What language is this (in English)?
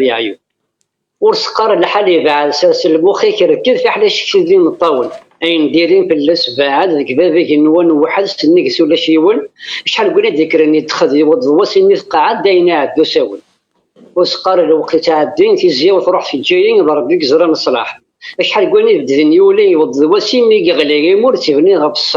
Kabyle